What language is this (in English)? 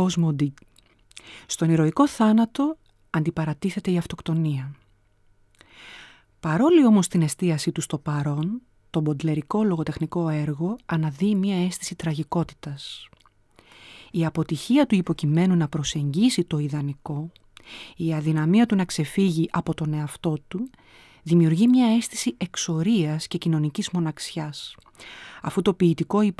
Greek